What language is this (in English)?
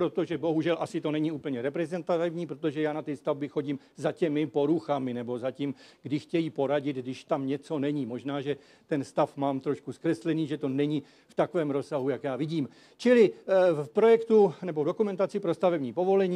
Czech